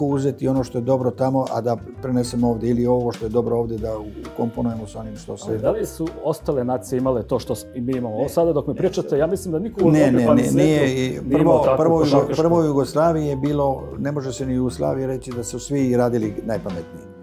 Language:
Bosnian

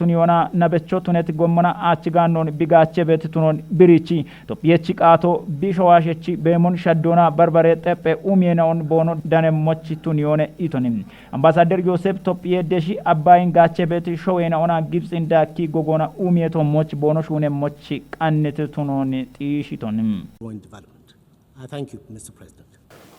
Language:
Kafa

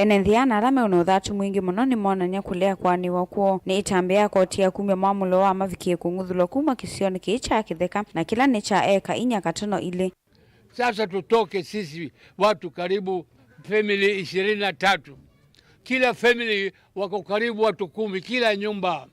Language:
Kamba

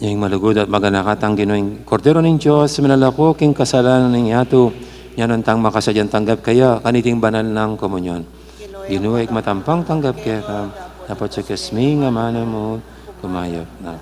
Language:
Pampanga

